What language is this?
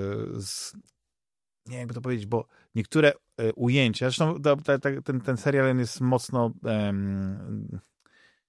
Polish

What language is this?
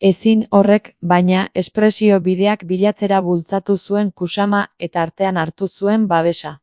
Basque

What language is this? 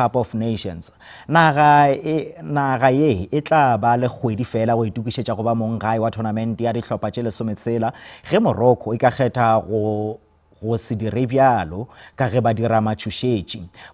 Northern Sotho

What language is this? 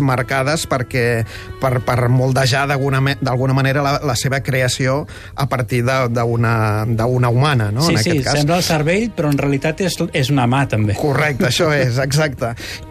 Catalan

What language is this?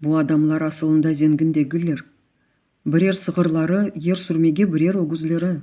Crimean Tatar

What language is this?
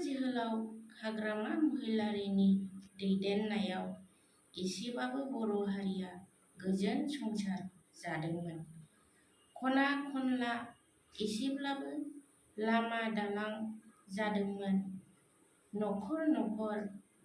Bodo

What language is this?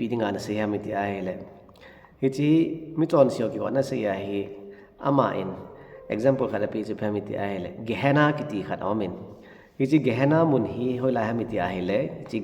Thado Chin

